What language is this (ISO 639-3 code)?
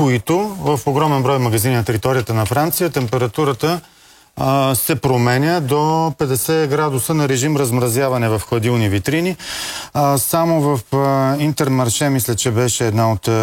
bul